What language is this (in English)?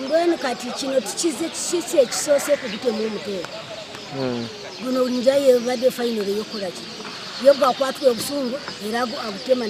Ganda